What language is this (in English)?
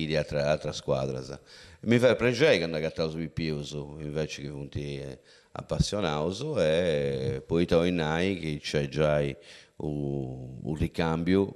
Sardinian